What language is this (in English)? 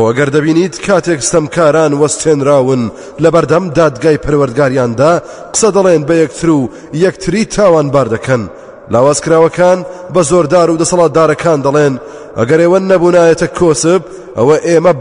Central Kurdish